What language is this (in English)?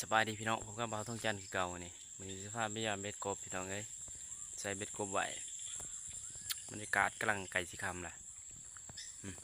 Lao